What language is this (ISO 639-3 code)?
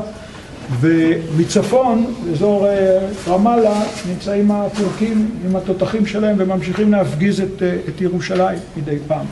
heb